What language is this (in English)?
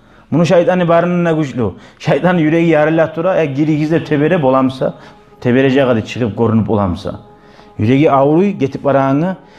Kumyk